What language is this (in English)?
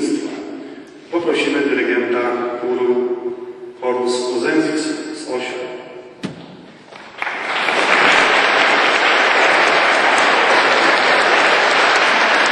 Polish